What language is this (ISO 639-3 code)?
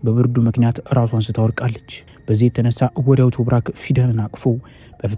amh